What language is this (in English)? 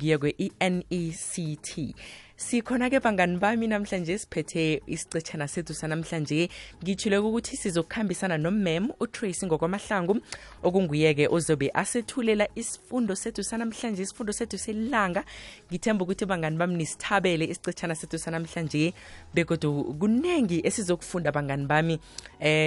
South Ndebele